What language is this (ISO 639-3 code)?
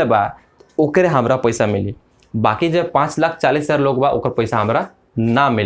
bho